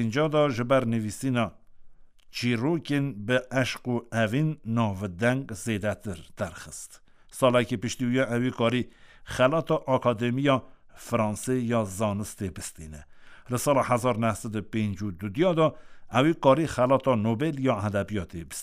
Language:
Kurdish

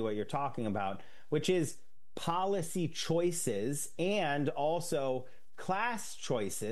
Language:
English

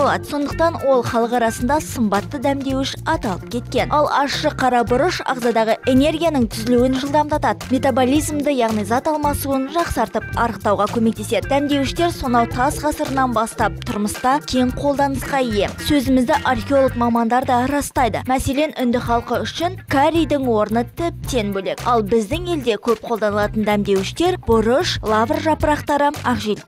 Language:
Kazakh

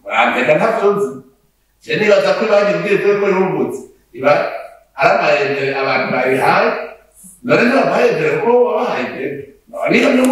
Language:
Rundi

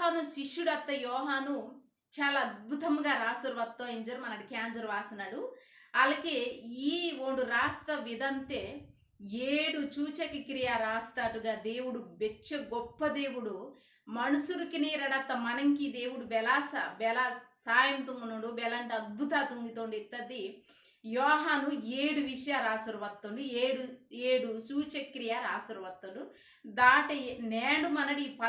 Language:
Koya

